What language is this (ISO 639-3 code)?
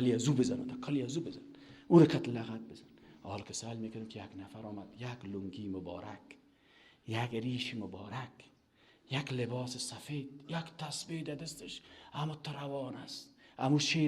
fas